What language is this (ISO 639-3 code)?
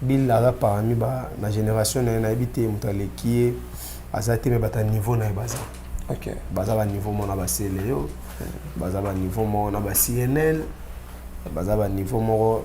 lin